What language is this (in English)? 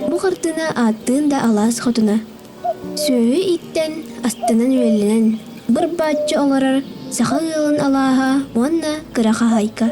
Yakut